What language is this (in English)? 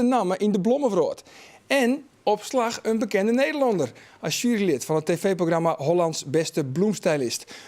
Western Frisian